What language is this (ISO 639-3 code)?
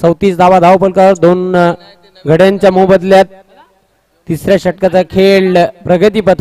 mar